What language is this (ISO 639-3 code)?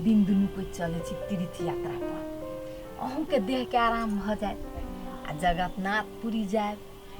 mai